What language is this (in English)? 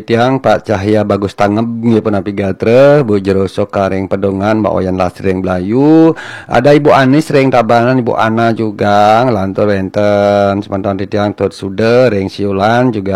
Balinese